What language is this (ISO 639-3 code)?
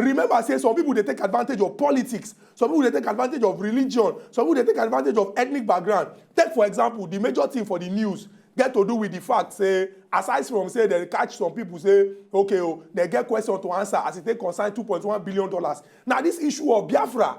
pcm